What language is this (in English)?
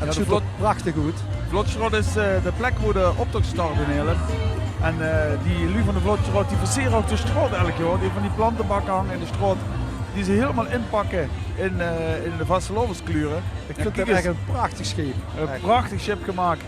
Limburgish